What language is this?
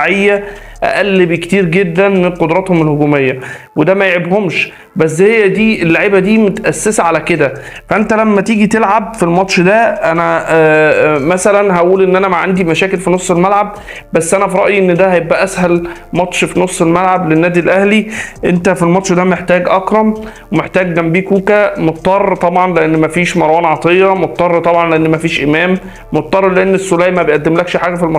Egyptian Arabic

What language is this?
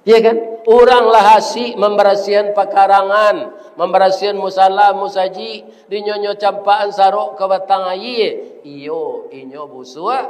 Minangkabau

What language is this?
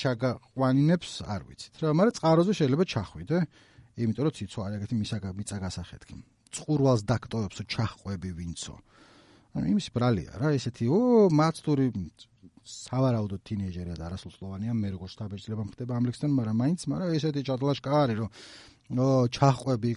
Georgian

